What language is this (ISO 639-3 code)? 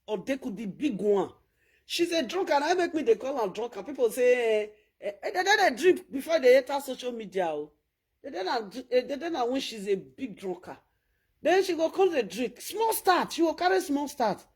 pcm